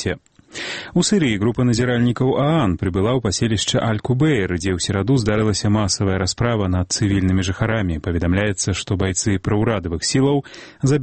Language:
Belarusian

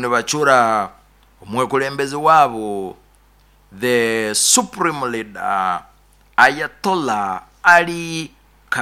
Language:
Nyoro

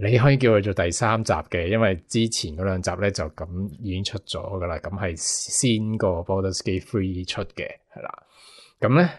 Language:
Cantonese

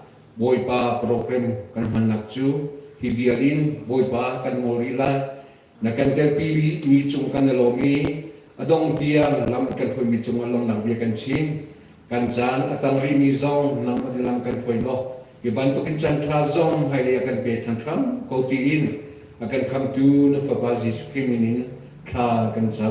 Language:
Hakha Chin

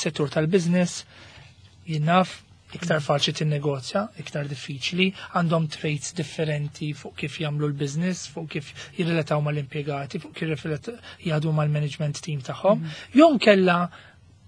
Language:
Maltese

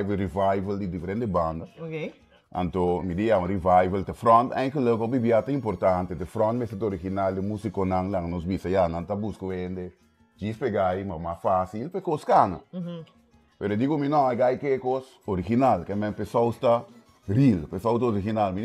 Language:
Papiamento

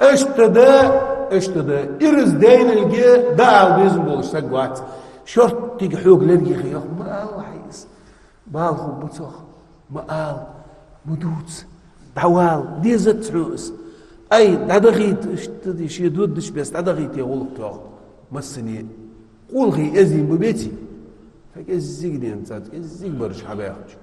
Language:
Ingush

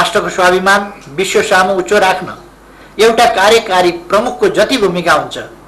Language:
Nepali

